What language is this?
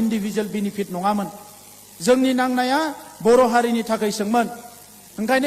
Bodo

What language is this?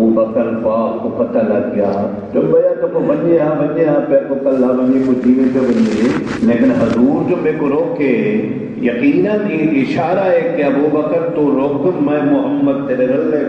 Saraiki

